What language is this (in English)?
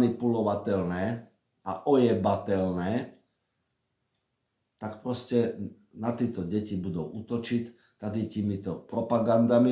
Czech